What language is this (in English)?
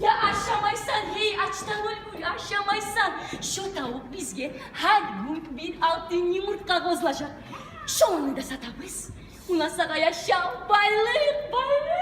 Kumyk